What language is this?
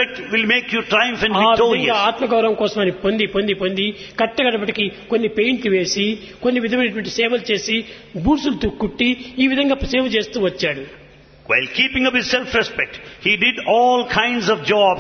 Telugu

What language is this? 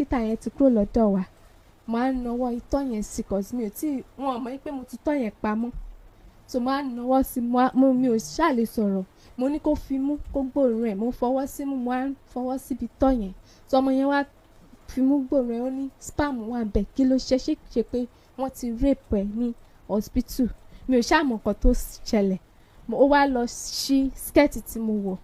Yoruba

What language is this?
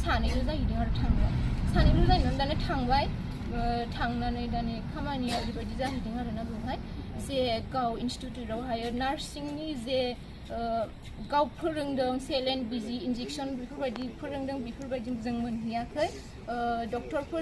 Bodo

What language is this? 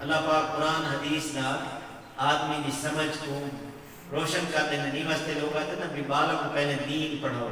Saraiki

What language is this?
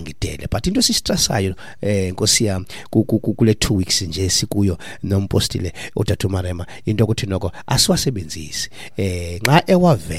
Xhosa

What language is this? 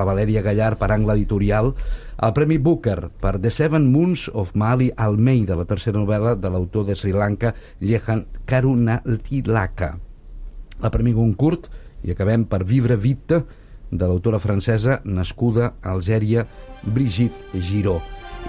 Catalan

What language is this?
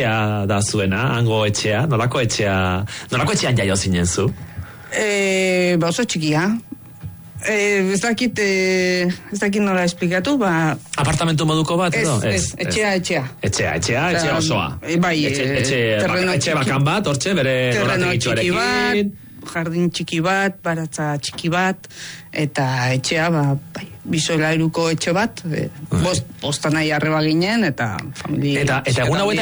Basque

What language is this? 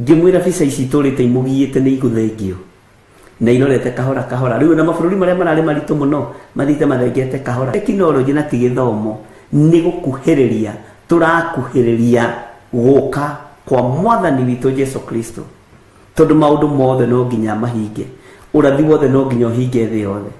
Kikuyu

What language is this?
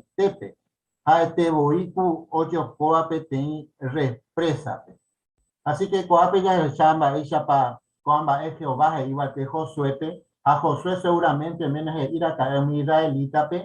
Guarani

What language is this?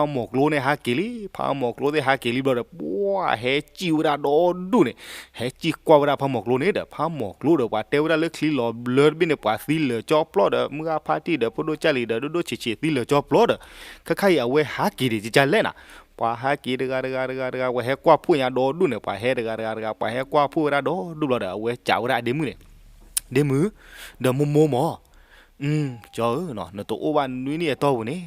S'gaw Karen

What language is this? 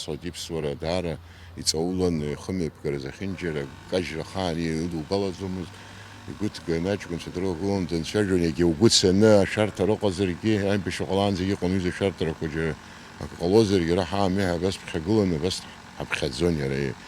Abkhazian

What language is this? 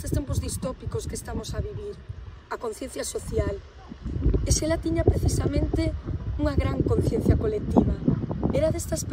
Galician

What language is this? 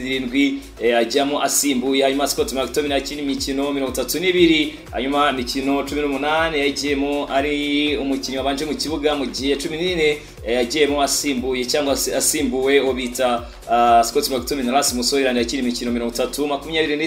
Kinyarwanda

